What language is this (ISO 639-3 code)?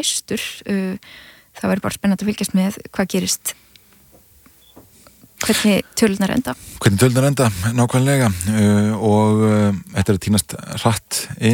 isl